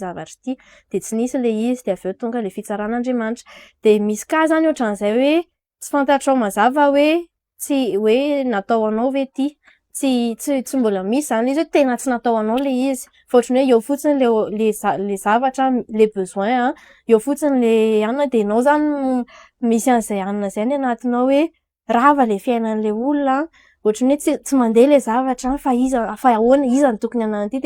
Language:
Malagasy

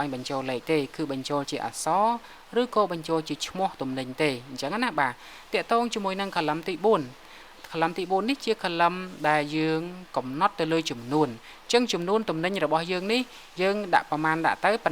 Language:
Khmer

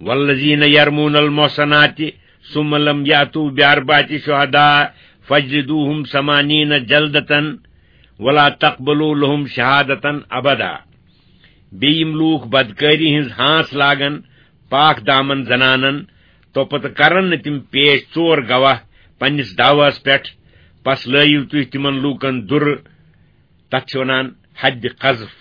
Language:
Kashmiri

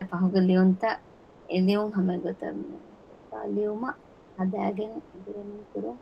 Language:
Divehi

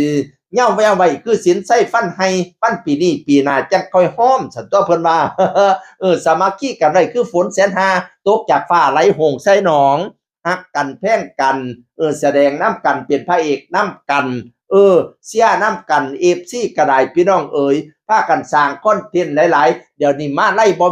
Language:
Northeastern Thai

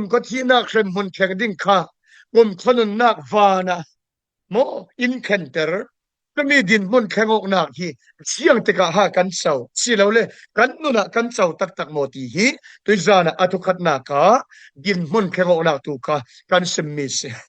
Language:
Falam Chin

